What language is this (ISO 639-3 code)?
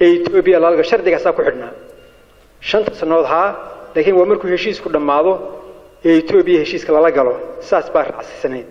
som